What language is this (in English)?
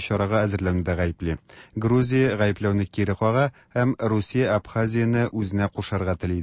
Tatar